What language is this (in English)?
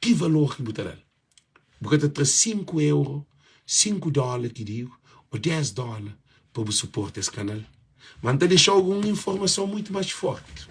Kabuverdianu